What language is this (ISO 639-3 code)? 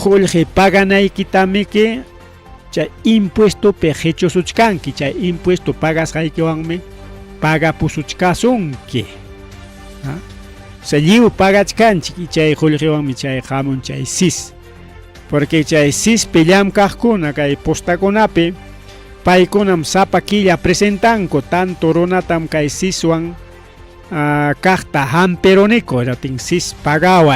quy